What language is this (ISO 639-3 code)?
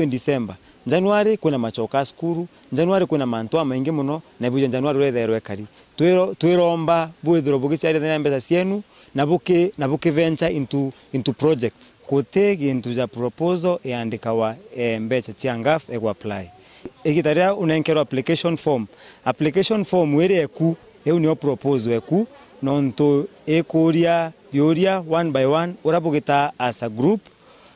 mer